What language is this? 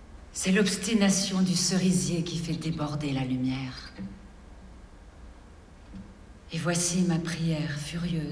French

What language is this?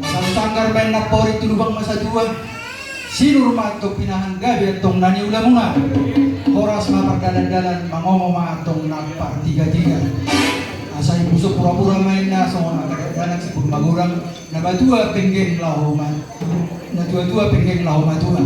Batak Toba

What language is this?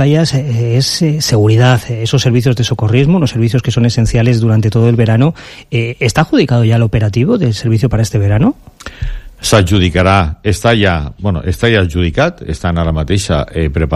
Catalan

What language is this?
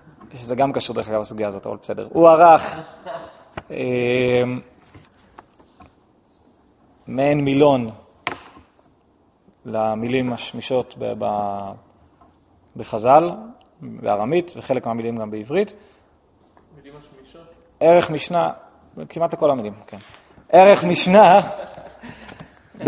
Hebrew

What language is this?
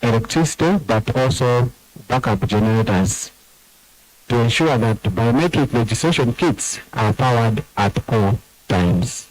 Nyanja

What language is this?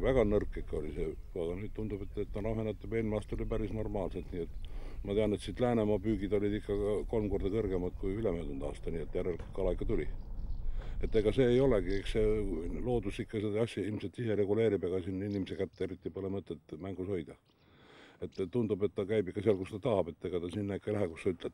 Estonian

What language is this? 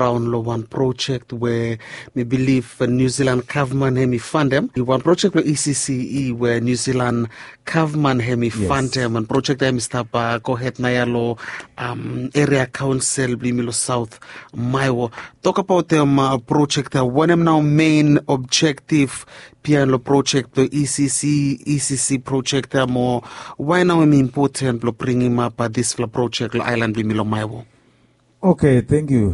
Bislama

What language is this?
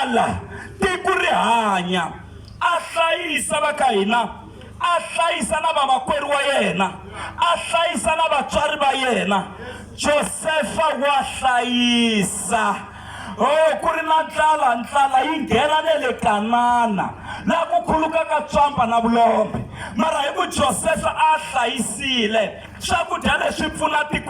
Tsonga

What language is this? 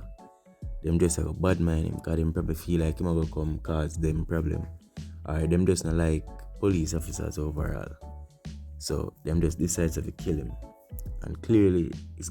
Jamaican Creole English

